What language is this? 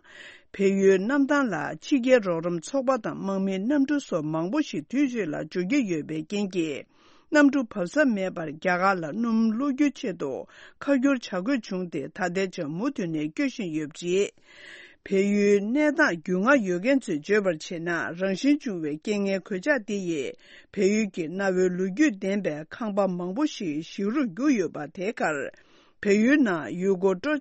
Tibetan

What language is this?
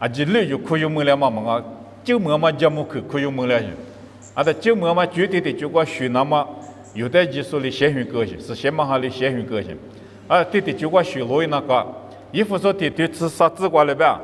Lisu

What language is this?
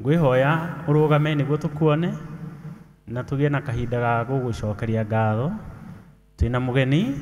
Kikuyu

